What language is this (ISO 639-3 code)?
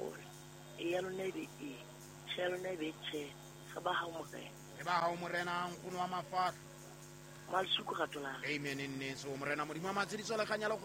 sot